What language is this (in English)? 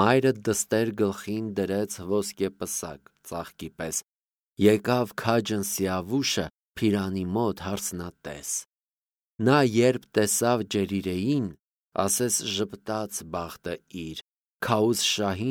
Armenian